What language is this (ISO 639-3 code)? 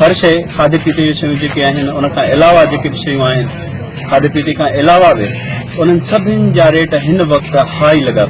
snd